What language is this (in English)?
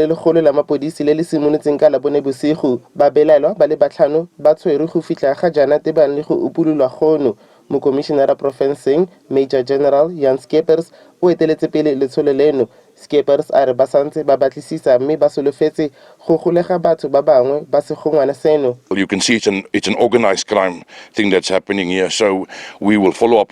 Tswana